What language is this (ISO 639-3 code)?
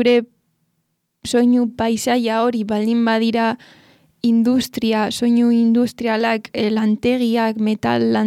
eus